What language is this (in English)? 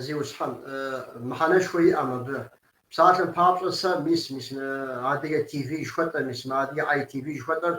Kabardian